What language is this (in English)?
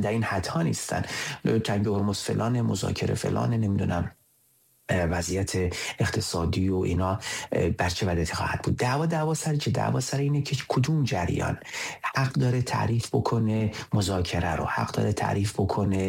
Persian